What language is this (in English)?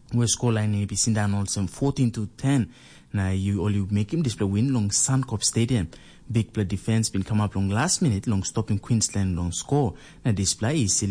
Tok Pisin